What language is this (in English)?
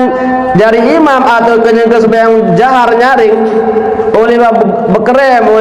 Sasak